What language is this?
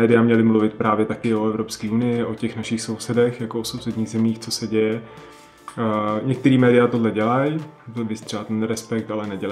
Czech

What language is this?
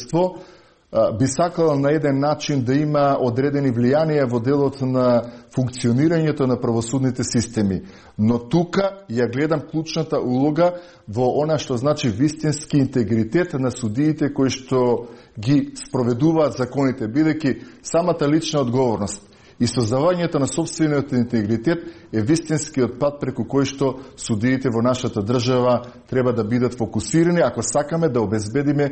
Macedonian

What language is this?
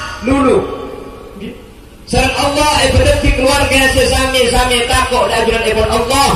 Madurese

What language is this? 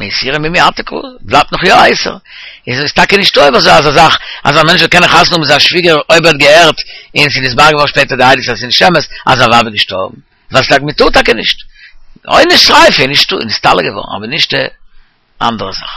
Yiddish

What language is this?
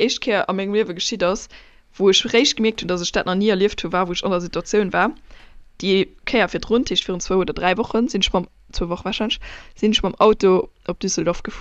Luxembourgish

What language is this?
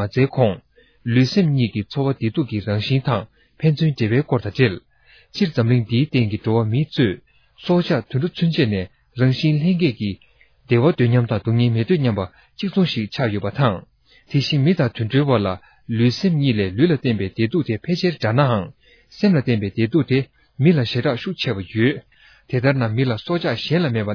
Tibetan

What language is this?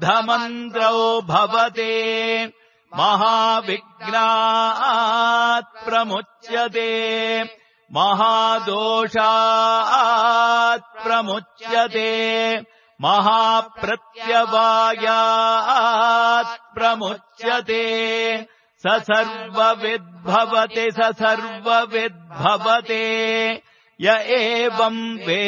Sanskrit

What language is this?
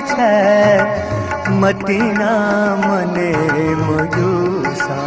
Newari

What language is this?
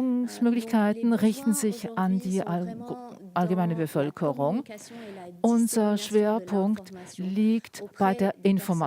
Swiss German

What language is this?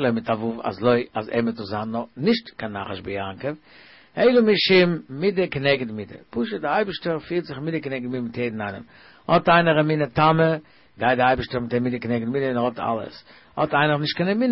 Yiddish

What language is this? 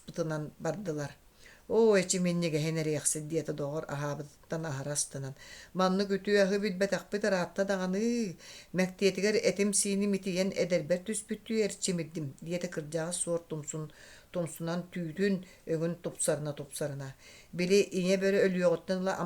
Yakut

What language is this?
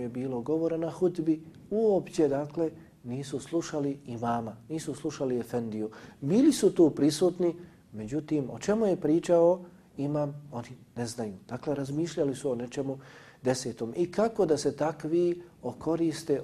Bosnian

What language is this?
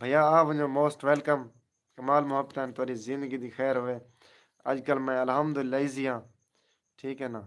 Saraiki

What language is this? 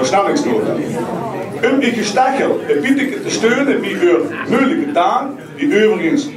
Limburgish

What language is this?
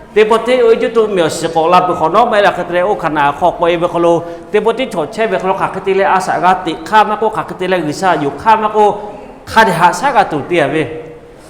Lahu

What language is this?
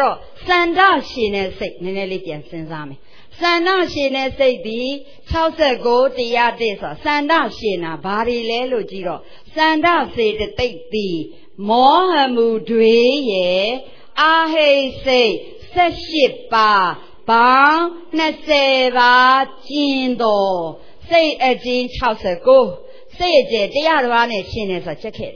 Burmese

